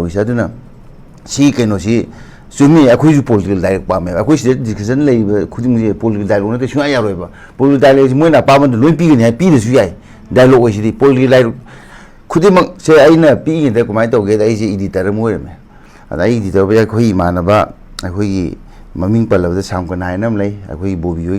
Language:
Manipuri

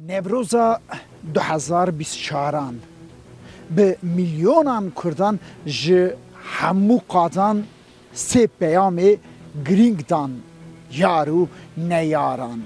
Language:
Kurdish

